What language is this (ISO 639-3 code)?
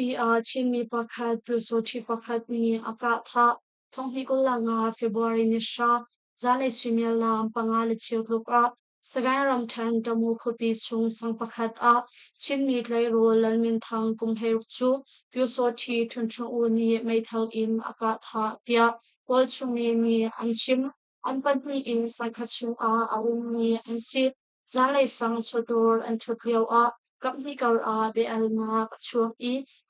cnh